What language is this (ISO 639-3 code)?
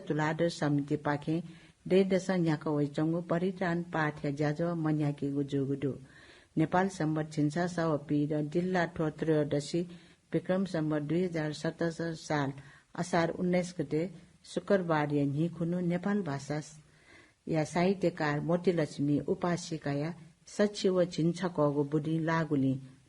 new